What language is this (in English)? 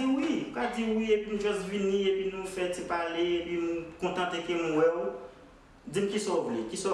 Haitian Creole